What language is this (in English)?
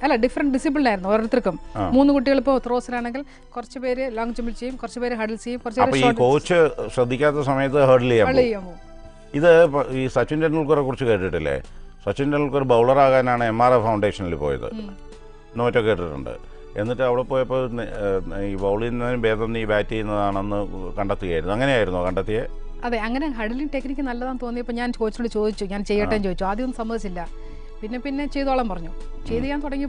Malayalam